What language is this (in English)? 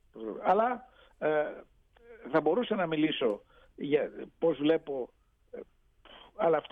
Greek